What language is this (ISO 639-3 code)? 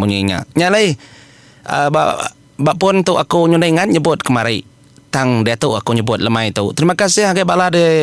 iba